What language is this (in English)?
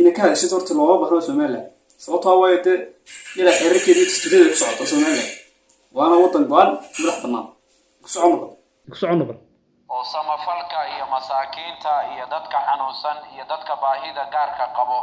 Somali